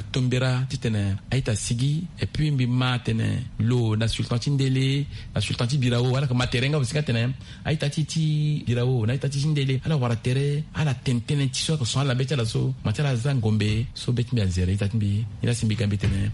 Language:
Sango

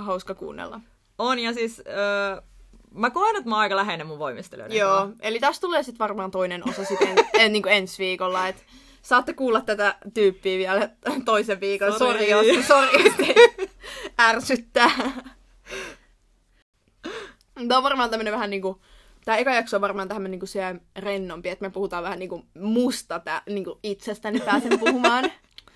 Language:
Finnish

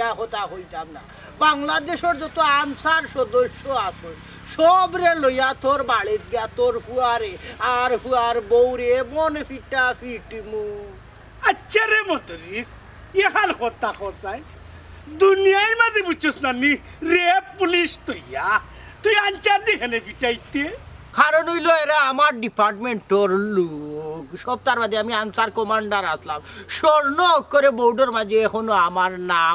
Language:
Sylheti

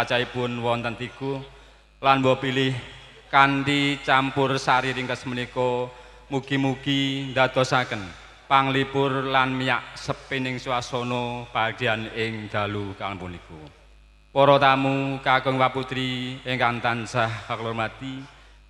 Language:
Javanese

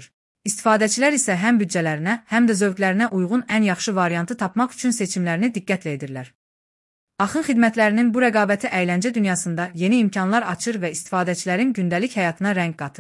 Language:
Azerbaijani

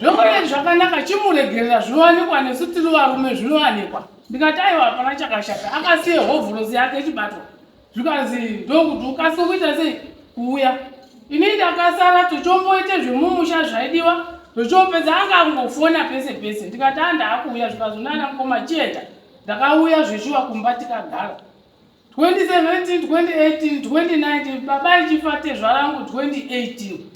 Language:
Shona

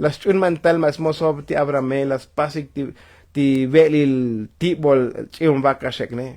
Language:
Tzotzil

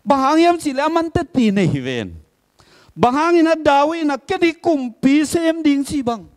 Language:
Tedim Chin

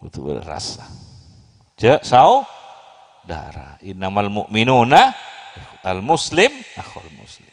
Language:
Madurese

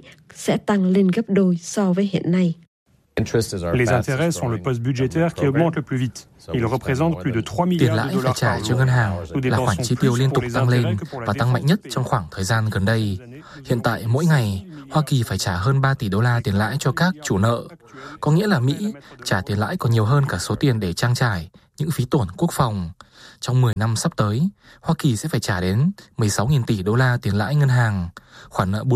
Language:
Vietnamese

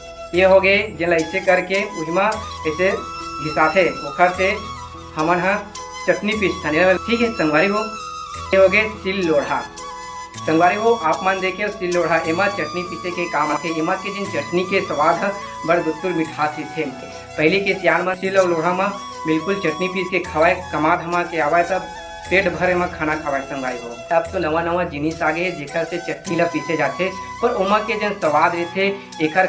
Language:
Chhattisgarhi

